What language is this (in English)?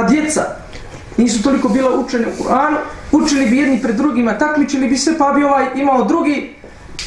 Bosnian